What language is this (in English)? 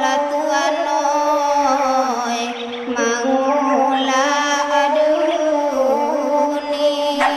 Minangkabau